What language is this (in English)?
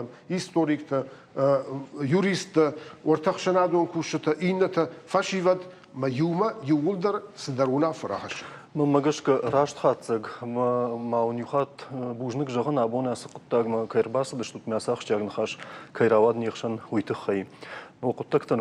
Ossetic